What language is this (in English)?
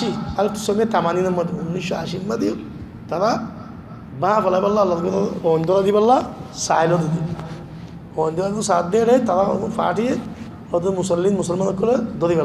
Rohingya